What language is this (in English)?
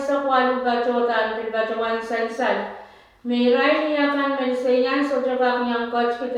Pohnpeian